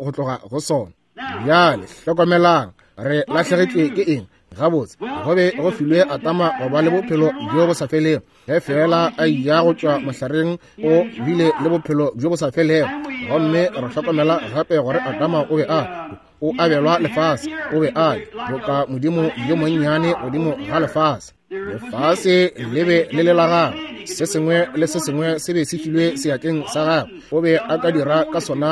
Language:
Northern Sotho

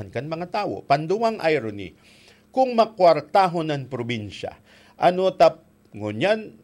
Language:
Bikol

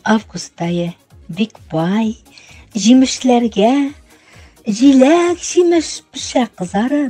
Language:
Tatar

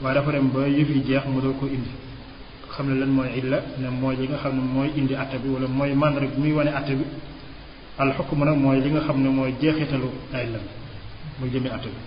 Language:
Wolof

